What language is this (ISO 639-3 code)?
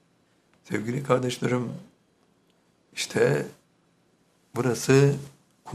tur